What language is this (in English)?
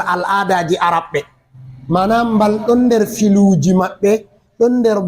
Fula